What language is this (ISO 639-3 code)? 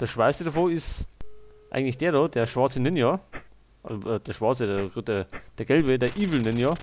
bar